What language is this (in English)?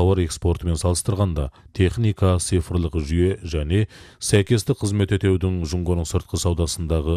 Kazakh